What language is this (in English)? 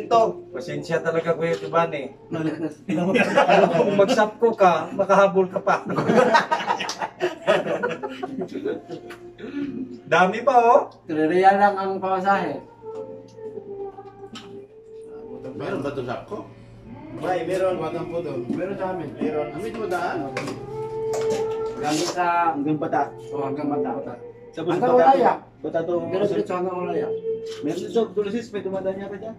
Filipino